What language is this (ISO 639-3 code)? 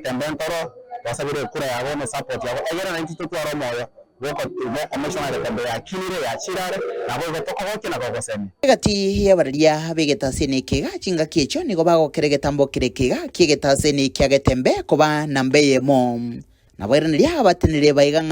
guz